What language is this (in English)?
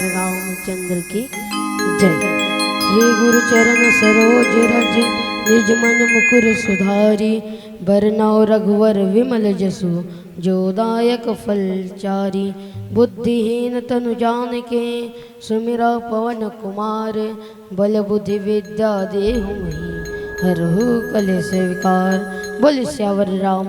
Chhattisgarhi